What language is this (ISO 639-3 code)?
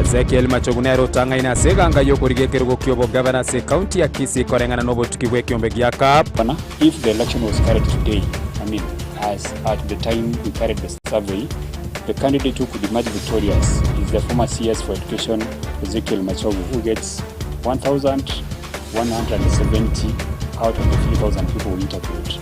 guz